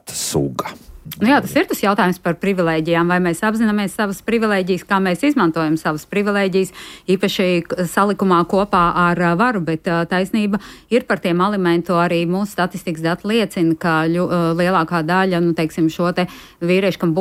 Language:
Latvian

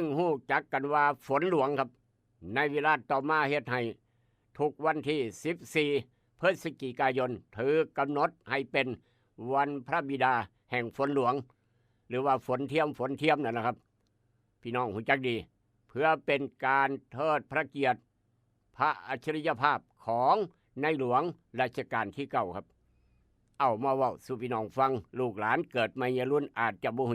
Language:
Northeastern Thai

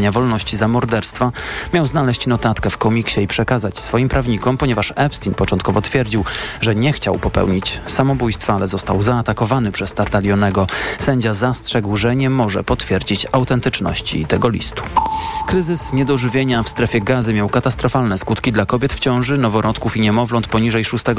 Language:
Polish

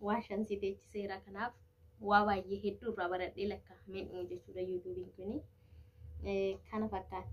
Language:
Oromo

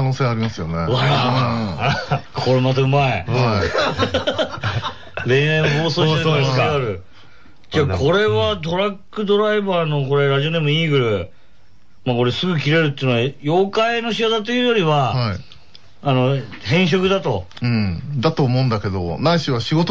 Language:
Japanese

